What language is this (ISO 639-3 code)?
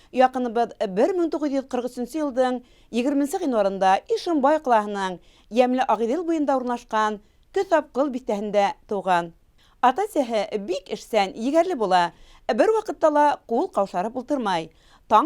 bak